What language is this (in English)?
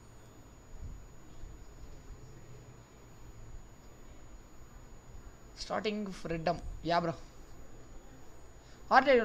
Tamil